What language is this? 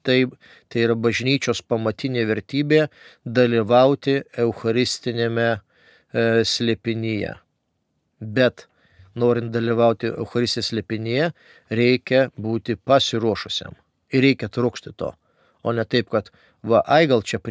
Lithuanian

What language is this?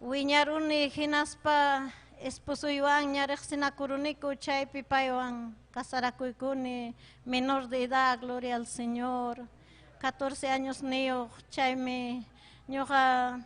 Ayacucho Quechua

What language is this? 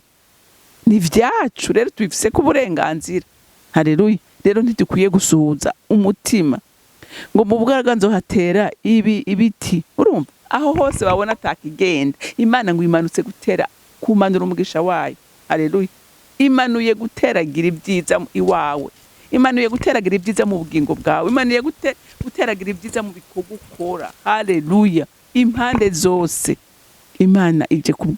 Rundi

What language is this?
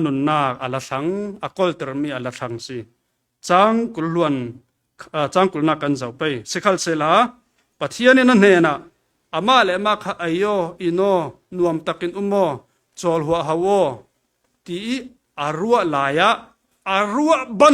Falam Chin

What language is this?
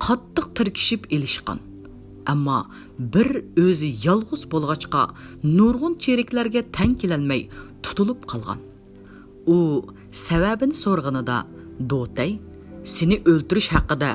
Uyghur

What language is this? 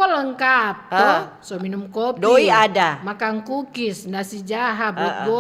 Manado Malay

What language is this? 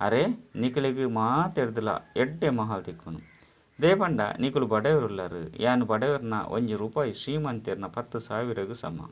Tulu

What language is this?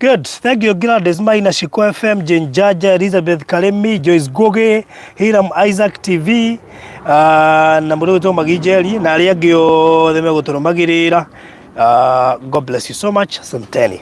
Kikuyu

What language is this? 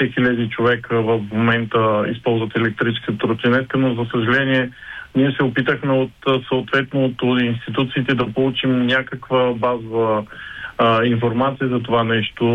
Bulgarian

